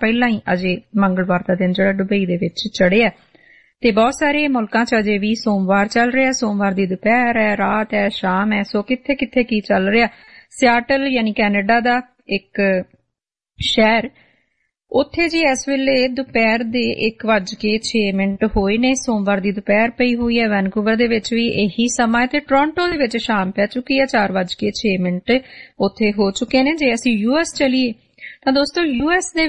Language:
Punjabi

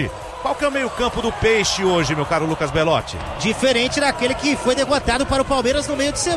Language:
Portuguese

